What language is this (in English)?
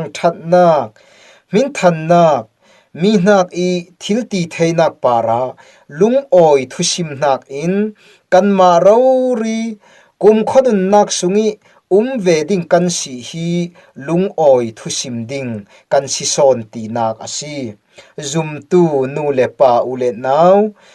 Falam Chin